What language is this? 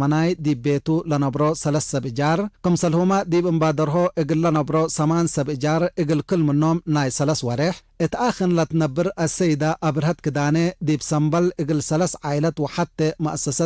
Tigre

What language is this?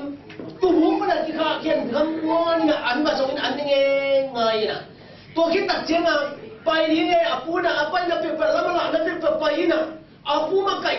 Tedim Chin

